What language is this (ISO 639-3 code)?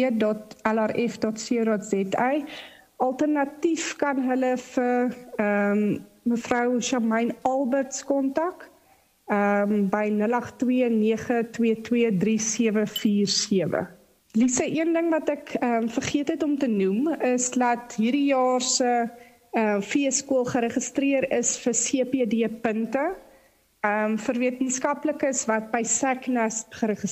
afr